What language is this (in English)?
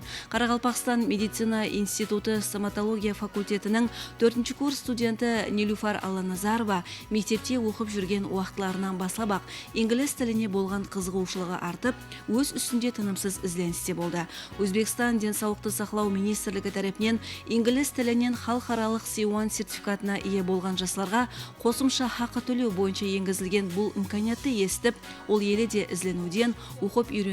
Kara-Kalpak